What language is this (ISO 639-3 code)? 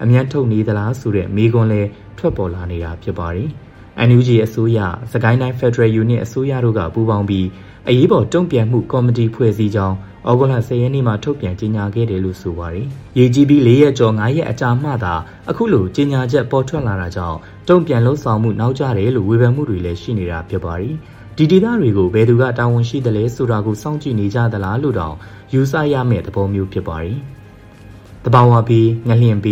mya